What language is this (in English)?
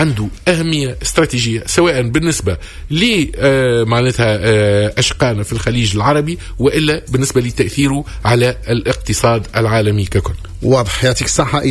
Tunisian Arabic